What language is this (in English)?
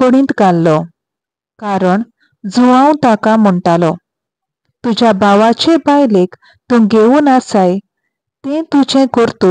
Konkani